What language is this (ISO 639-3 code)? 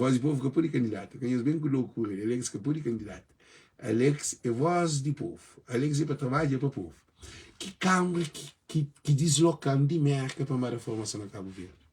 kea